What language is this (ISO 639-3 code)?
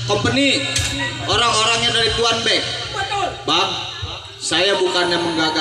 bew